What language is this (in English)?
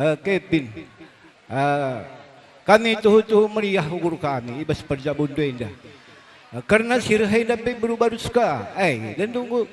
Batak Karo